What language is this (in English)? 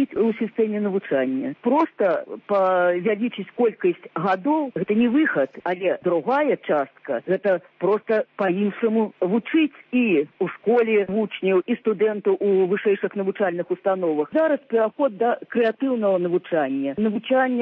Belarusian